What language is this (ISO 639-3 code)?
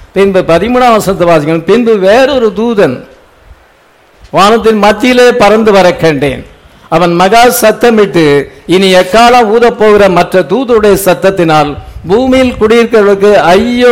tam